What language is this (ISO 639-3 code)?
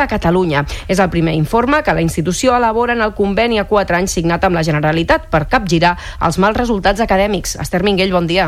cat